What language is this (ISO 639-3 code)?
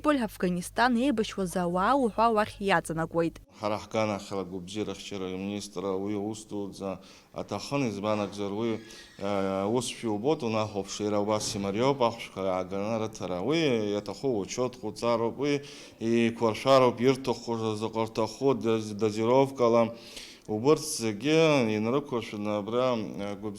abk